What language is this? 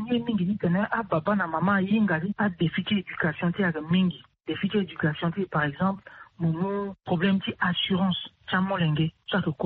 Sango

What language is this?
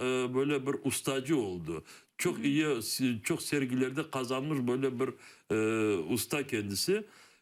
Crimean Tatar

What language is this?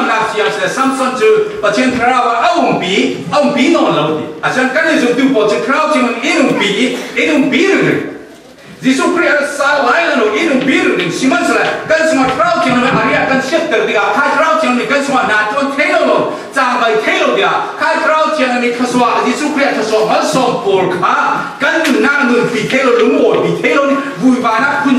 Falam Chin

